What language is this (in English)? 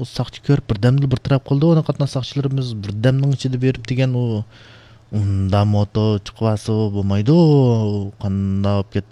Uyghur